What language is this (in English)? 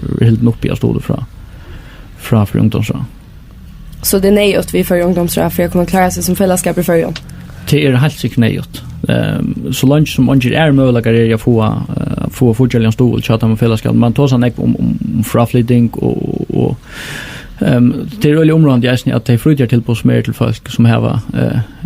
Faroese